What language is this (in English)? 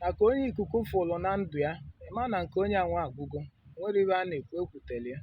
Igbo